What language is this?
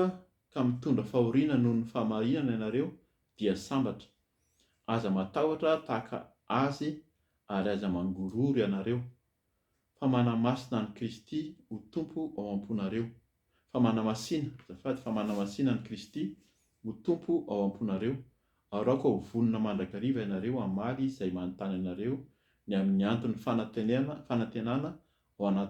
Malagasy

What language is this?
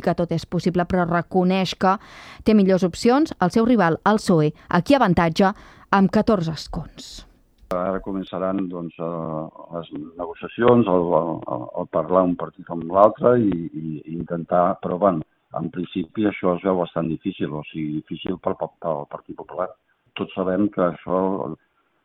Catalan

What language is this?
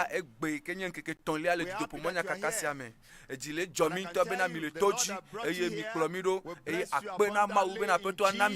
Ewe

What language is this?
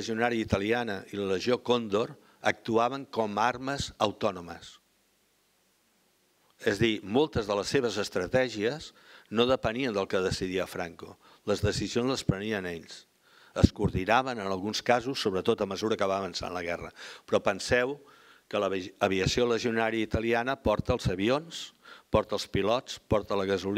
Catalan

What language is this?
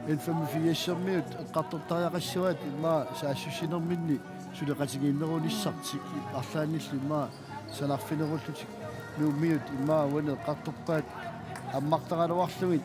Kalaallisut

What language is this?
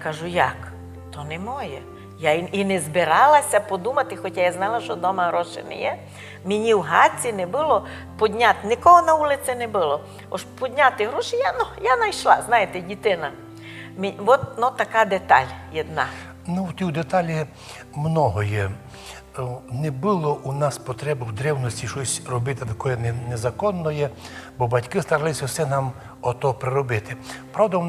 Rusyn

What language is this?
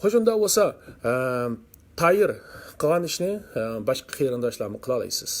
Uyghur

